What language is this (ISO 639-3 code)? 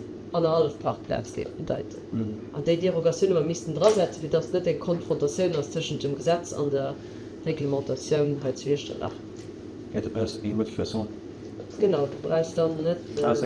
ltz